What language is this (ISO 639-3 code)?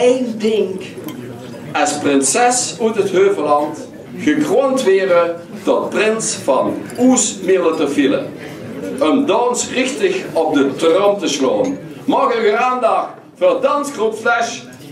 lim